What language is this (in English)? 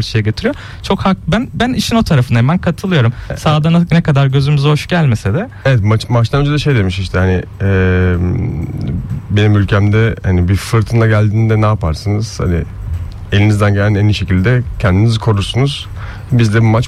Turkish